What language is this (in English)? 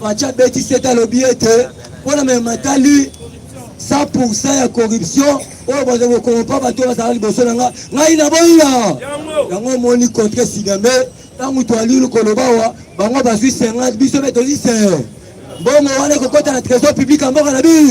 Lingala